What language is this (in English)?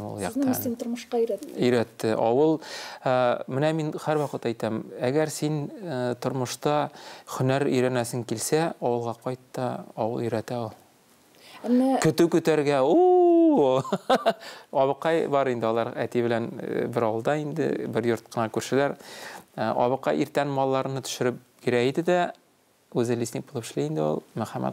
Tatar